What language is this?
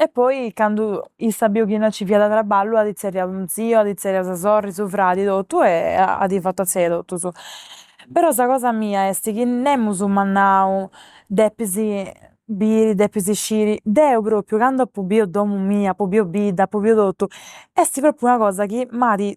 Sardinian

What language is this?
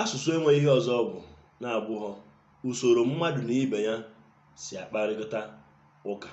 Igbo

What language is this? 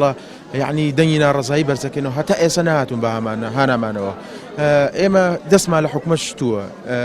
Central Kurdish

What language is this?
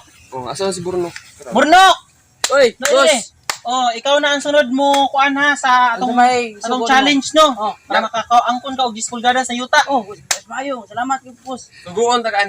Cebuano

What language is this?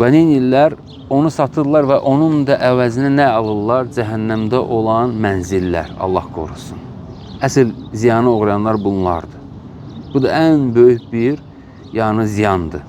Azerbaijani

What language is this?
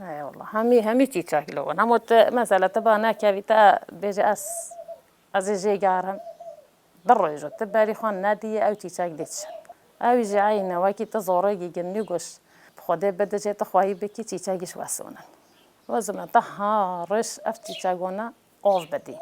Kurdish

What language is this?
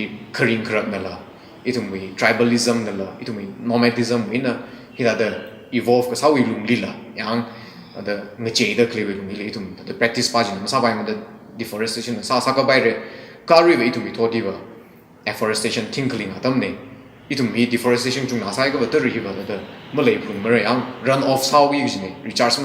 Tangkhul Naga (India)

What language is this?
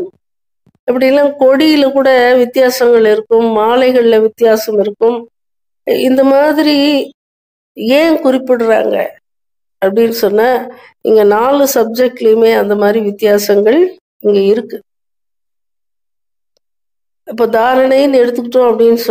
Tamil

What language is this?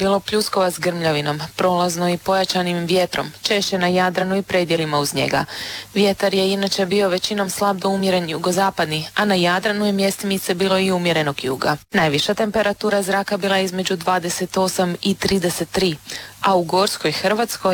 Croatian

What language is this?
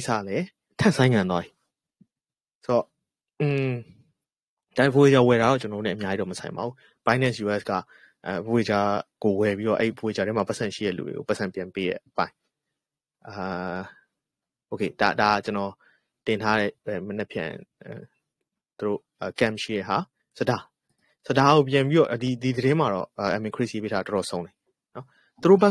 Burmese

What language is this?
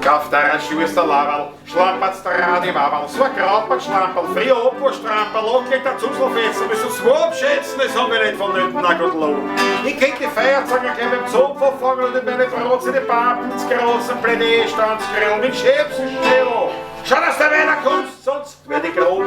Bavarian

